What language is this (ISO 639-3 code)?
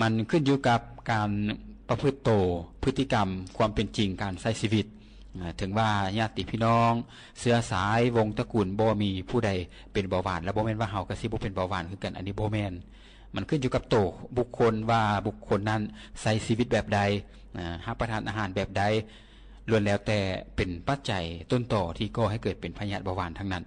lao